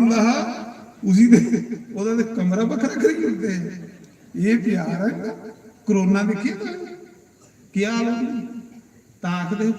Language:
Dogri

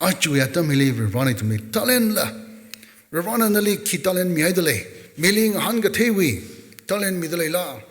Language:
Tangkhul Naga (India)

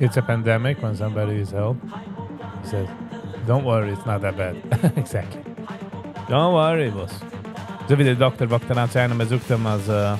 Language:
Yiddish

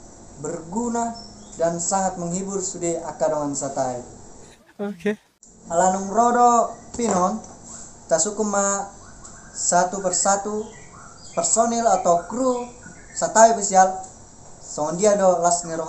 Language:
Batak Toba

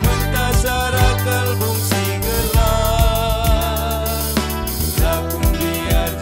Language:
Batak Karo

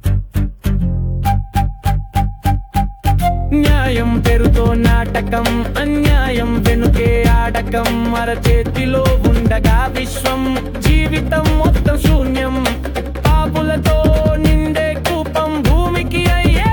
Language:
Telugu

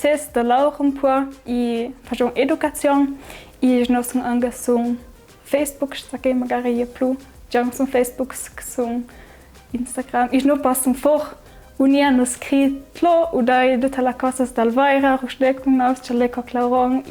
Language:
Ladin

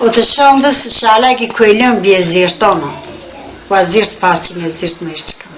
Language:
Zaza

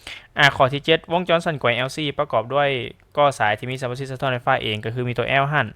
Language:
Lao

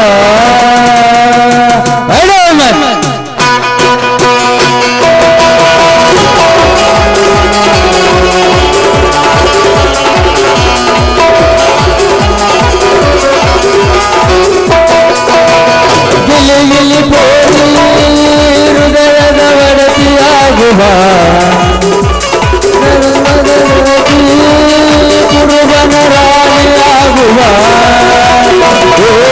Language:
Kannada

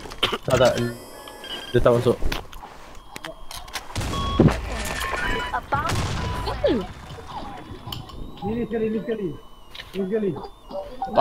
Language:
Malay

